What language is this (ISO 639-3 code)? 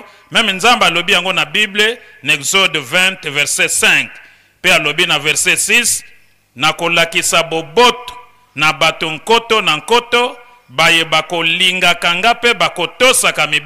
lin